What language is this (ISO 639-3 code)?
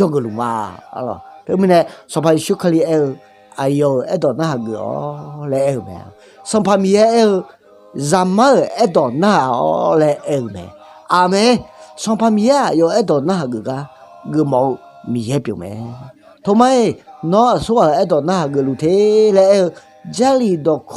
ahk